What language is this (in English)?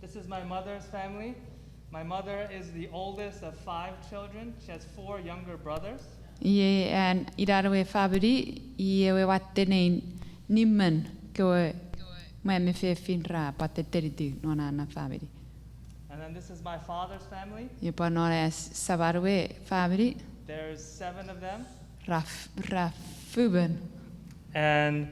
Chuukese